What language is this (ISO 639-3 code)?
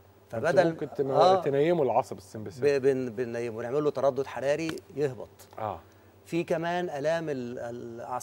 arz